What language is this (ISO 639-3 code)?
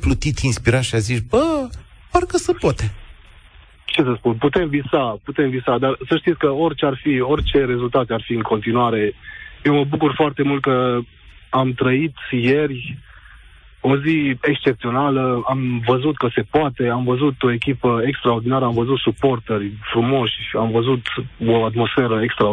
ron